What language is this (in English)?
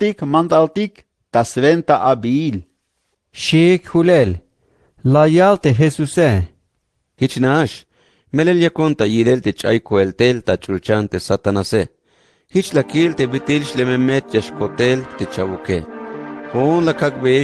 Tzeltal